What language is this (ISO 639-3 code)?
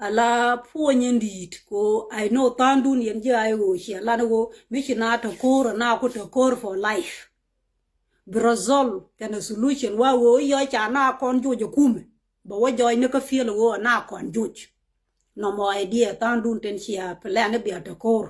nus